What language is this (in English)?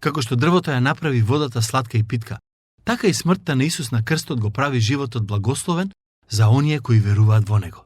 Macedonian